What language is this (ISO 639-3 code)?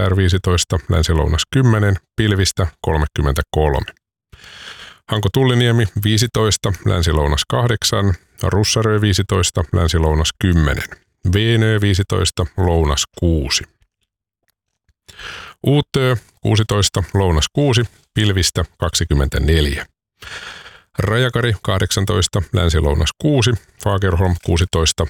fin